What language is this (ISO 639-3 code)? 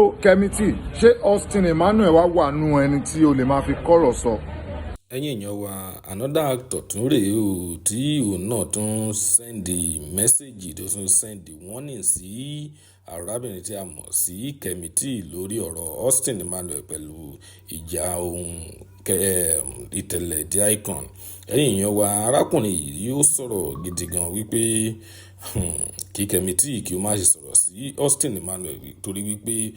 yor